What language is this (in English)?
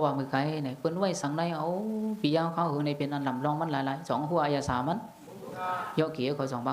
Shan